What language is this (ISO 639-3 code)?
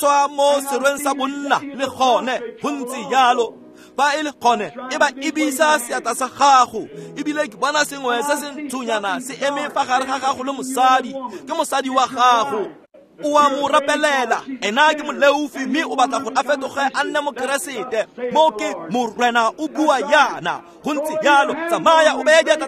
tsn